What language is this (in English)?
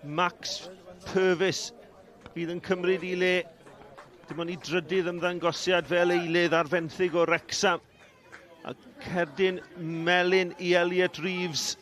Welsh